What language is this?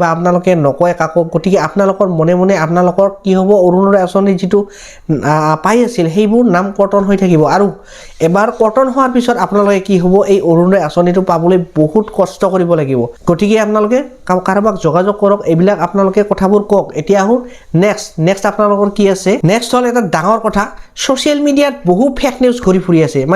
Assamese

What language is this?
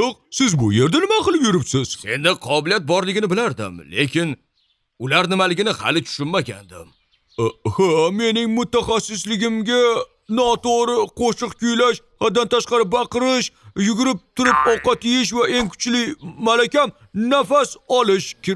Uzbek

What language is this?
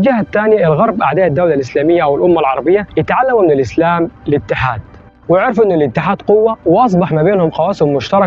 Egyptian Arabic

